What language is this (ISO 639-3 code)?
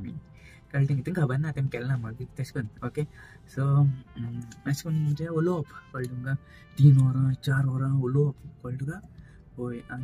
kok